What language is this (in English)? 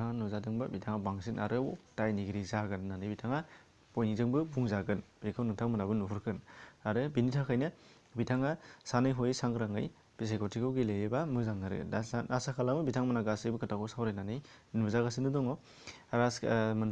Bodo